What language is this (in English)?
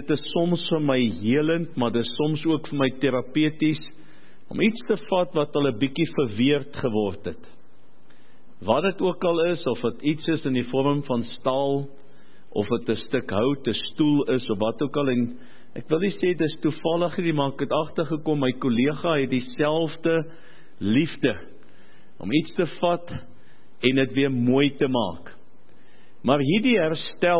Afrikaans